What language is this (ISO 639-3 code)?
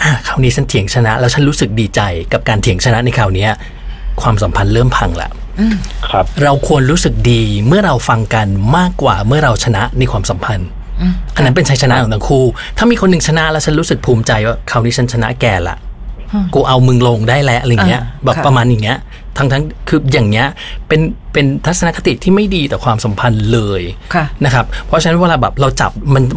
tha